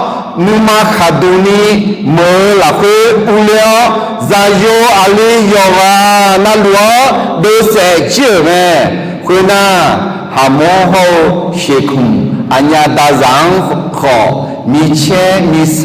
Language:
Akha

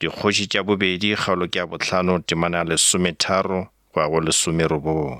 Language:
Northern Sotho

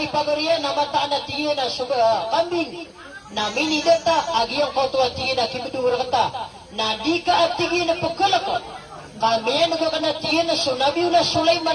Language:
Maranao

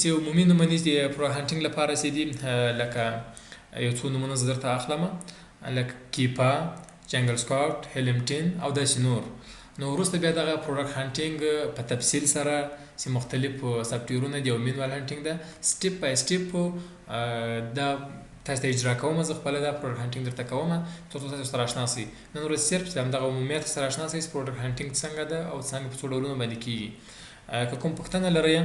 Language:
Pashto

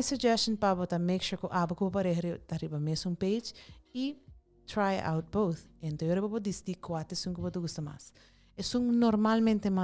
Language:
Papiamento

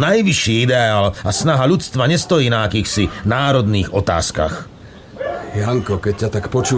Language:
Slovak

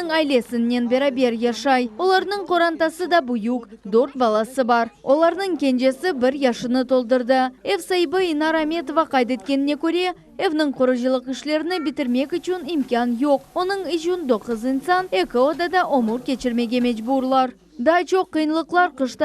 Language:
Crimean Tatar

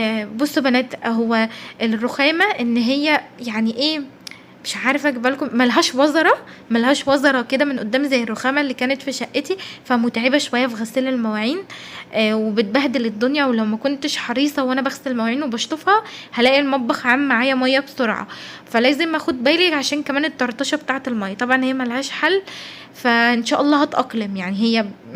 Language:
Egyptian Arabic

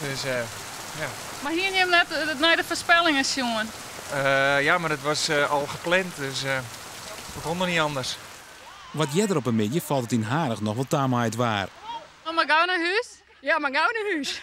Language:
Western Frisian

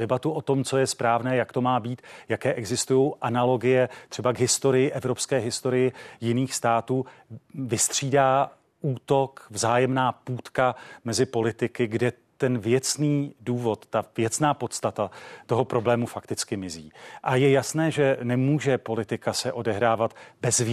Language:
Czech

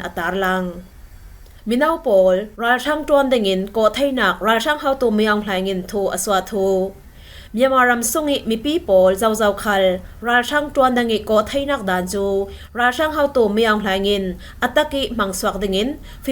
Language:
Falam Chin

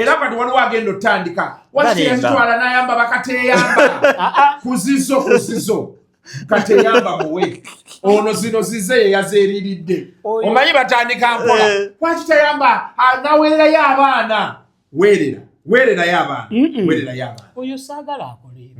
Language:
Ganda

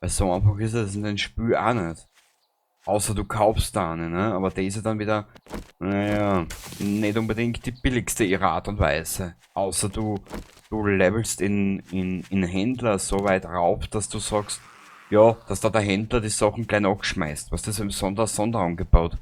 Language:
Bavarian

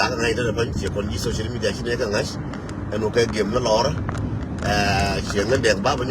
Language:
Nuer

